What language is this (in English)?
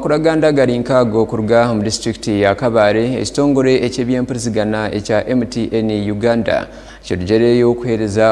Nyankole